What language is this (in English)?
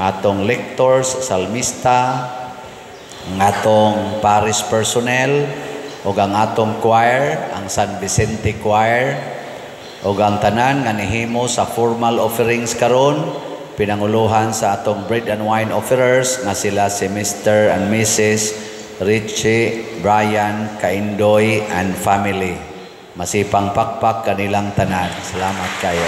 Cebuano